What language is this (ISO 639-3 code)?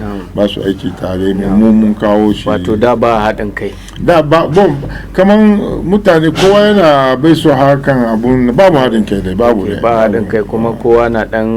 hau